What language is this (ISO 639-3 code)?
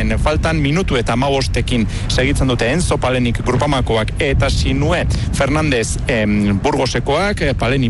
eus